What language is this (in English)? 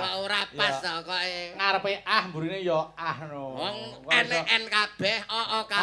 Javanese